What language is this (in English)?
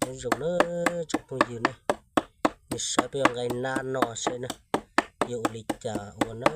Hmong